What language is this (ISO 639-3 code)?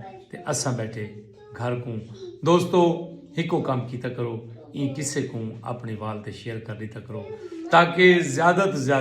skr